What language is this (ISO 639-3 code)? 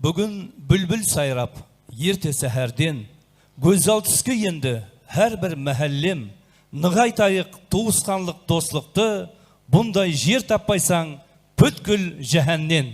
kaa